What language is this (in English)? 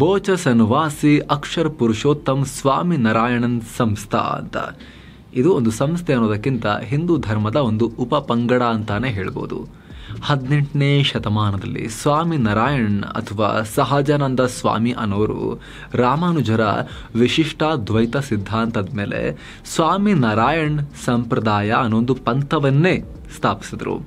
Kannada